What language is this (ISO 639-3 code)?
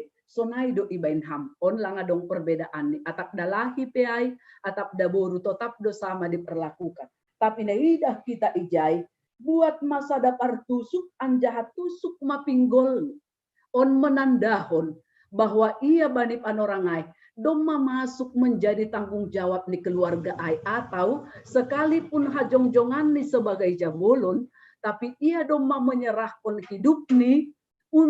bts